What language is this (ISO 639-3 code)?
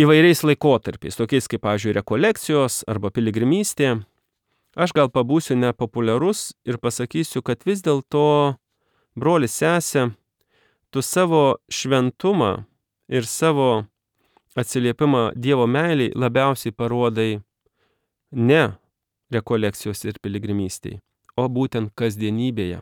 lit